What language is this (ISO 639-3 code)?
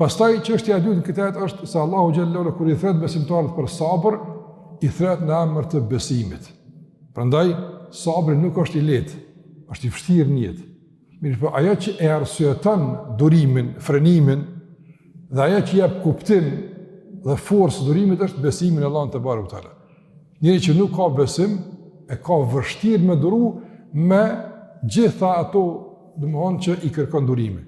sqi